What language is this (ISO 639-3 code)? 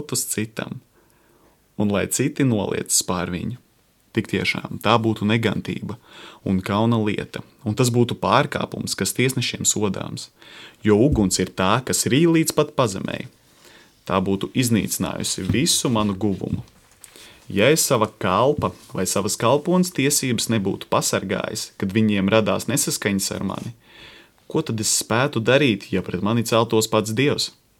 lav